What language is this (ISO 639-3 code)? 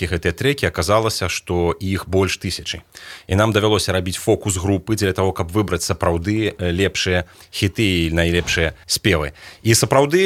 bel